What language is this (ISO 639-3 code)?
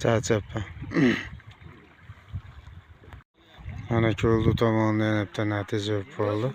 uzb